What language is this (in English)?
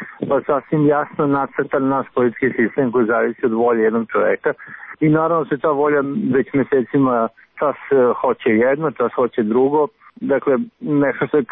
Serbian